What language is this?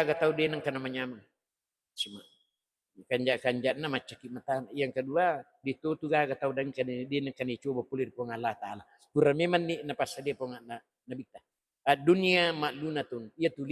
Buginese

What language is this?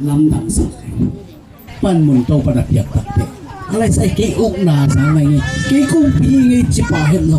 Tedim Chin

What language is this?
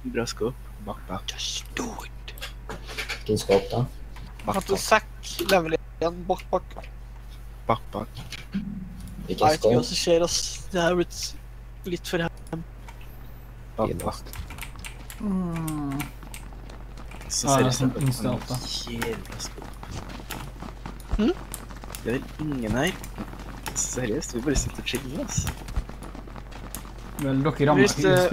Norwegian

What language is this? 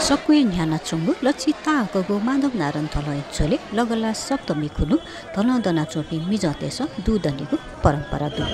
Newari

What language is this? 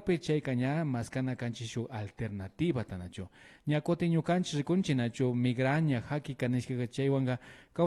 Imbabura Highland Quichua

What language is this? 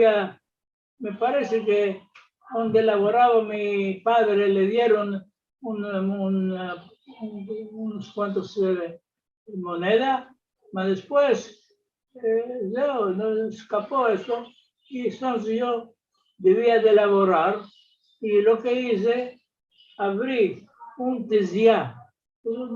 Ladino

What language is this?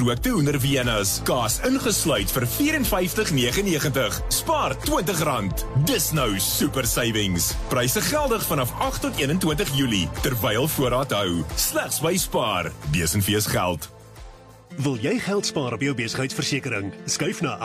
Afrikaans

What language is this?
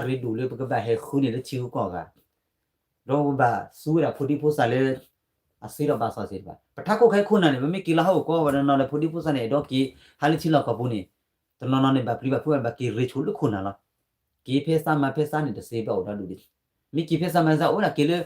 S'gaw Karen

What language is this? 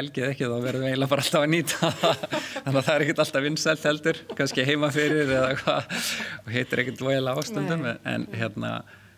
Icelandic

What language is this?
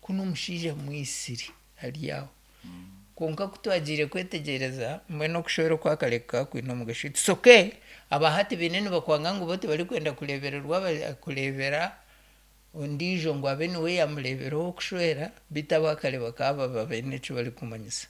Nyankole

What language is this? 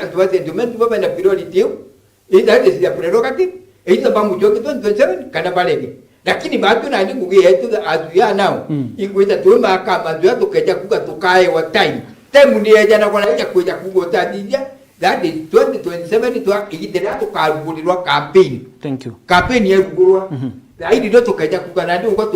Meru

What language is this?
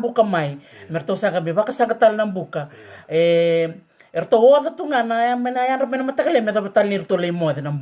Fijian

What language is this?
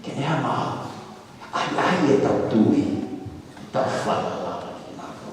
Tongan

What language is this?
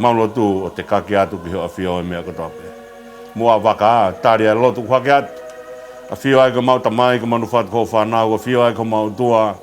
Tongan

